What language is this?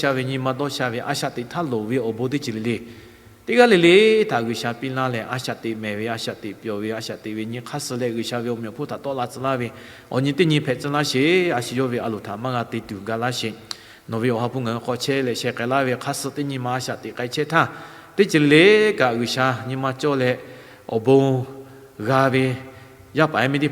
Lahu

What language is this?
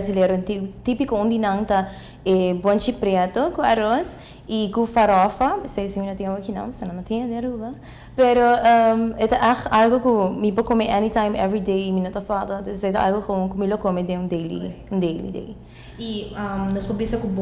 Papiamento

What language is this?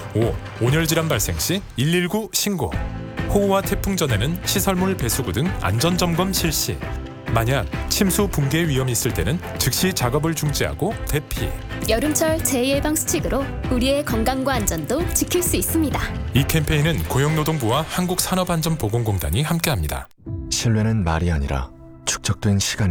Korean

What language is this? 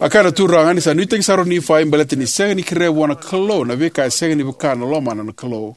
Fijian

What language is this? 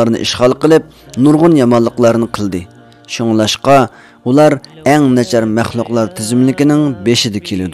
Uyghur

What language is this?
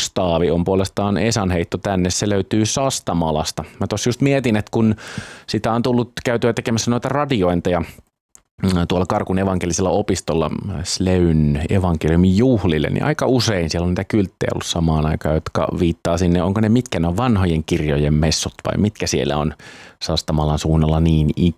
Finnish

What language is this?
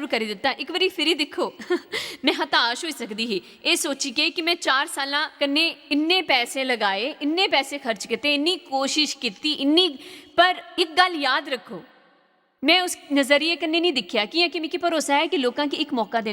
Dogri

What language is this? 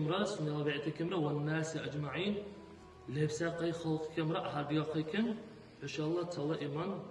Dargwa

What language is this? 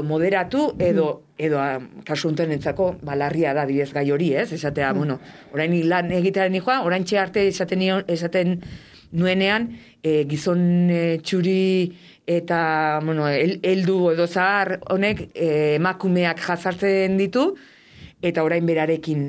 Basque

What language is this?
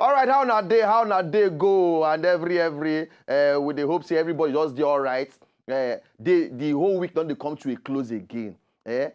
Nigerian Pidgin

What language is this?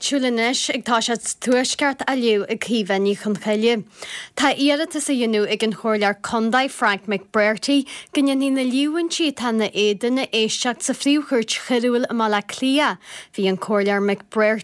Irish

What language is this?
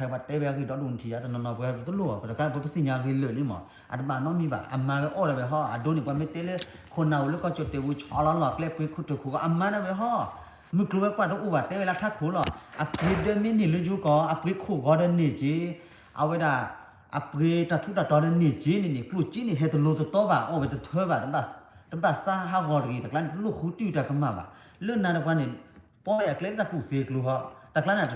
S'gaw Karen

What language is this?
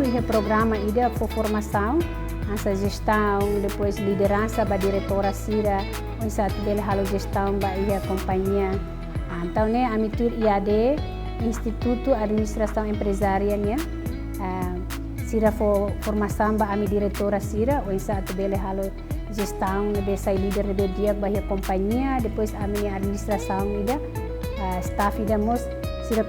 Tetum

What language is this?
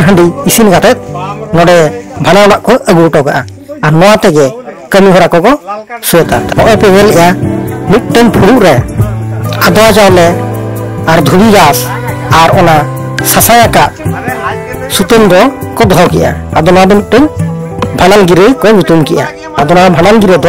Santali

